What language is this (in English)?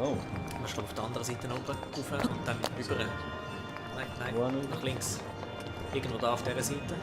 Swiss German